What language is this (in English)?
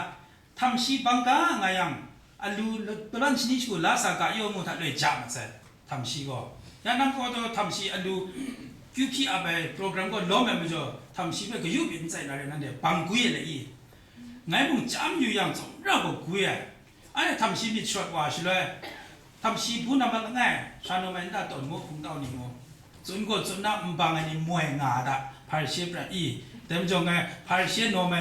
Kachin